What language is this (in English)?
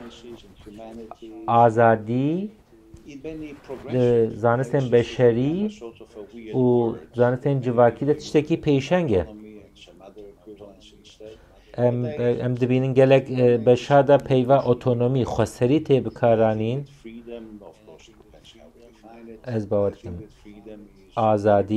Kurdish